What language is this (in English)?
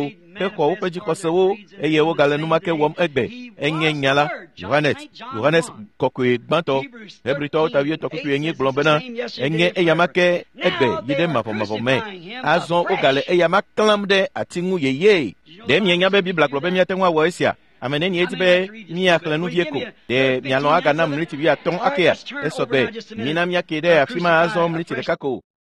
Ewe